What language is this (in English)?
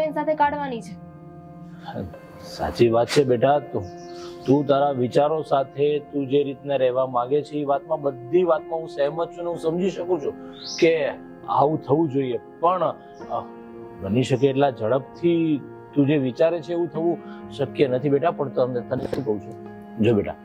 Gujarati